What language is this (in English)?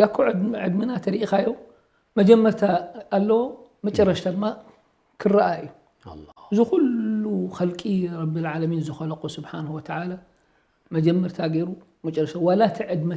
Tigrinya